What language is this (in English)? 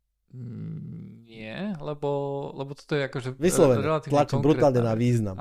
Slovak